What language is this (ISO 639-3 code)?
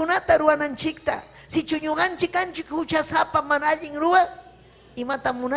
quy